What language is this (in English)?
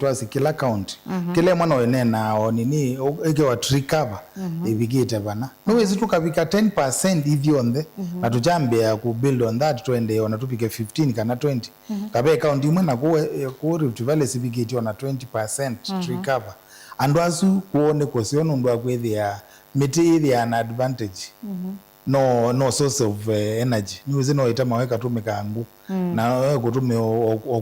Kamba